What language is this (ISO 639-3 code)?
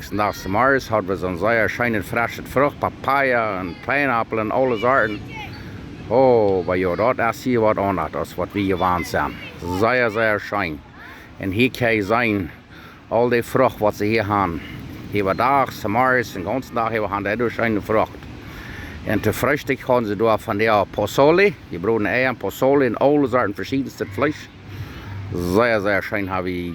pdt